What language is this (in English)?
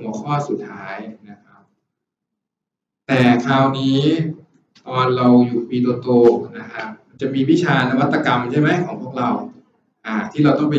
Thai